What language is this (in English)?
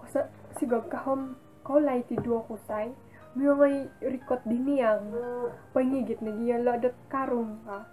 Central Dusun